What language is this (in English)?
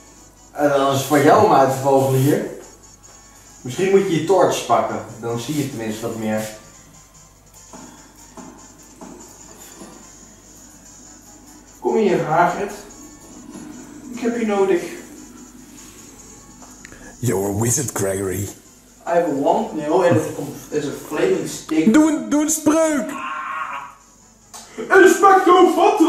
Dutch